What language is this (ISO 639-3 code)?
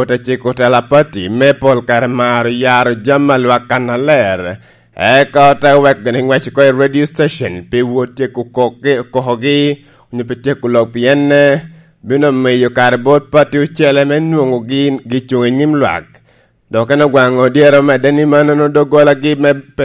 laj